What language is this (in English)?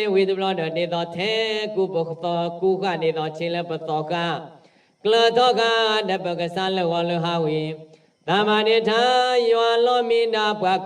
S'gaw Karen